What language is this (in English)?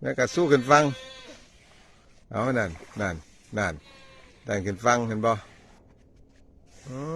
Lao